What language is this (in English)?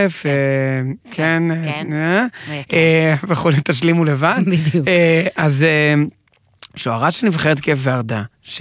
Hebrew